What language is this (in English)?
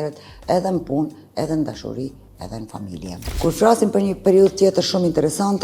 Albanian